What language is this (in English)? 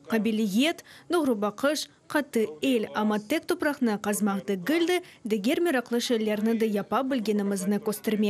Crimean Tatar